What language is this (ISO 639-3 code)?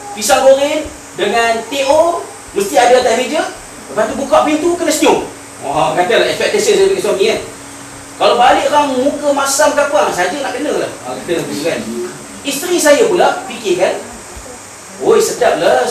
msa